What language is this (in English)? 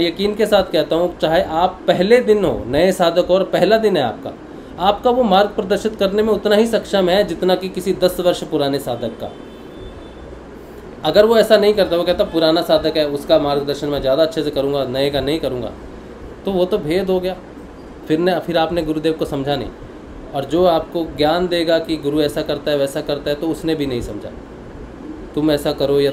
Hindi